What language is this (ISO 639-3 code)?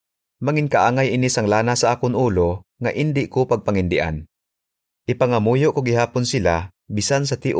hil